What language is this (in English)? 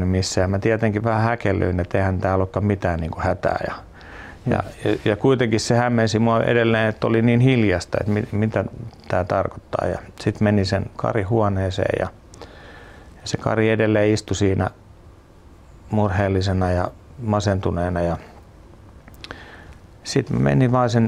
Finnish